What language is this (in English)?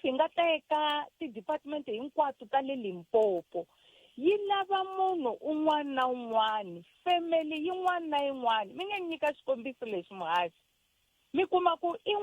Tsonga